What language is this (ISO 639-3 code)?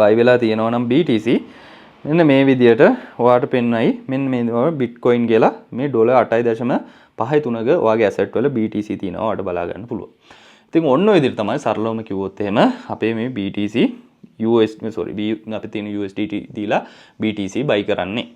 sin